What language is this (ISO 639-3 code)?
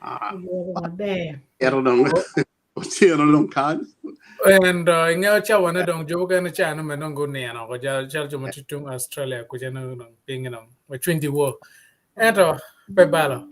ach